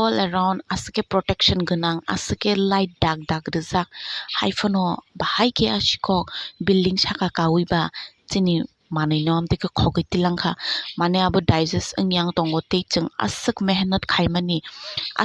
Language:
Kok Borok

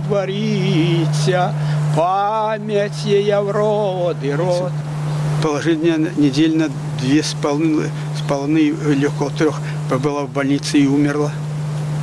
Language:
Russian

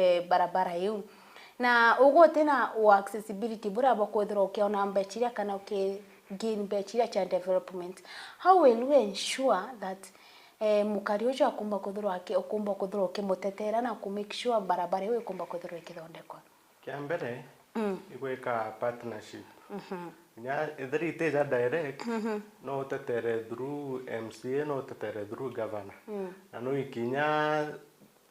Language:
Meru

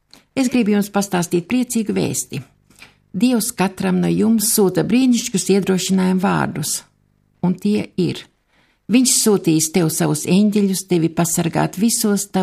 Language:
Latvian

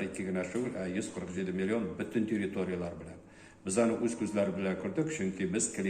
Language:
Tatar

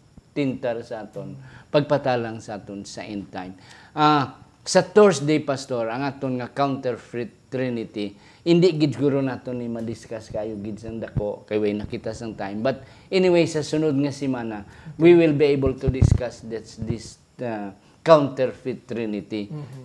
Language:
Hiligaynon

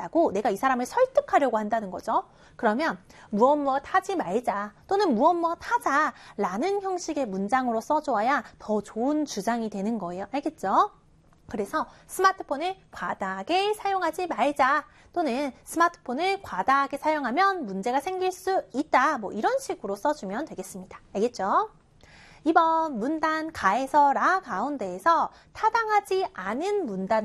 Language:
Korean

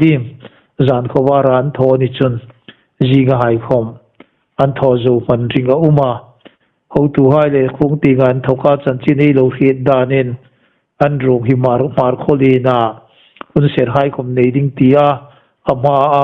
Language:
Hmar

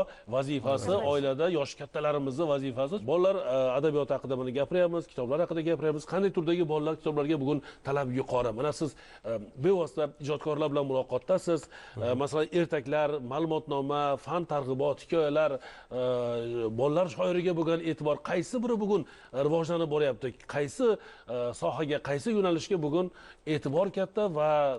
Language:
Uzbek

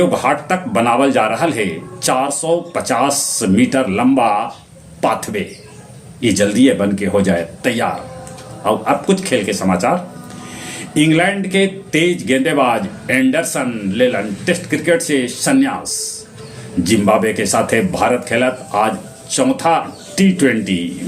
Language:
Magahi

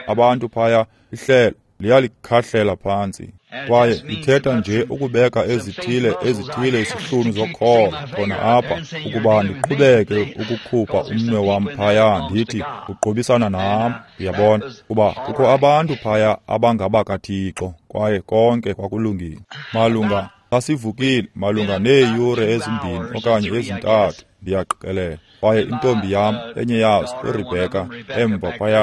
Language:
Xhosa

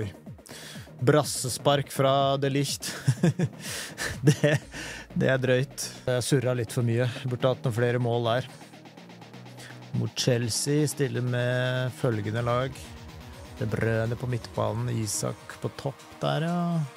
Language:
Norwegian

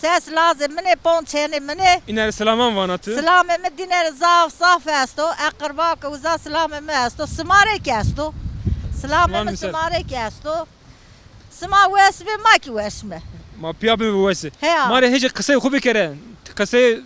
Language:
Zaza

